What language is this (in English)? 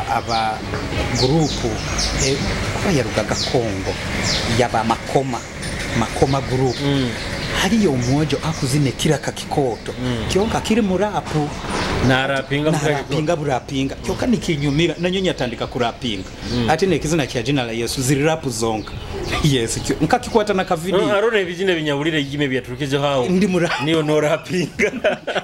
Nyoro